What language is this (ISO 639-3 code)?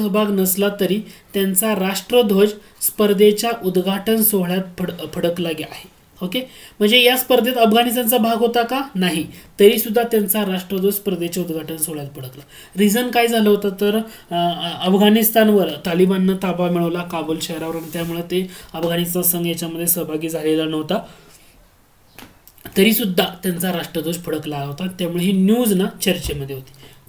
mar